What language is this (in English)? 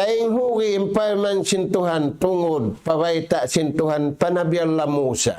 Tausug